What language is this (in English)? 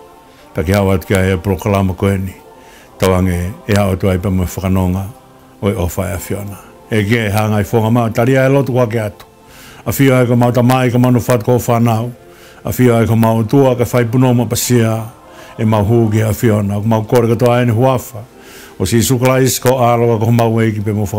Tongan